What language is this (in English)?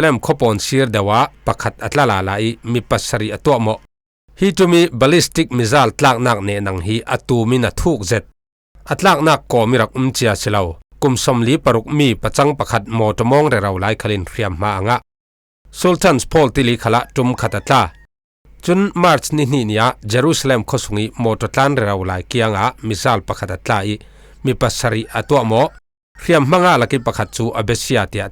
Falam Chin